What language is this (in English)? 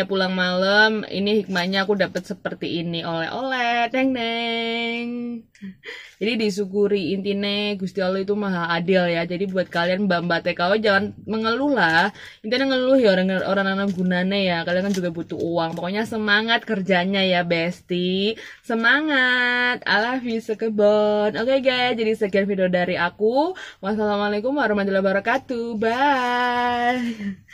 Indonesian